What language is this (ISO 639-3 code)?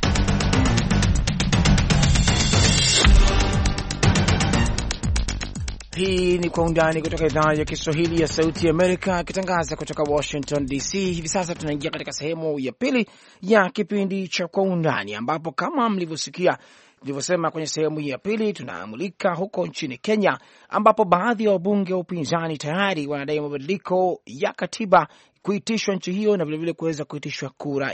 swa